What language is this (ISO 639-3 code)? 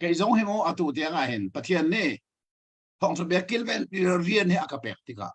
cnh